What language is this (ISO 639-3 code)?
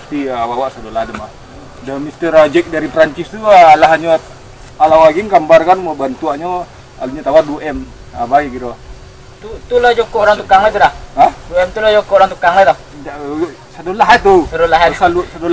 min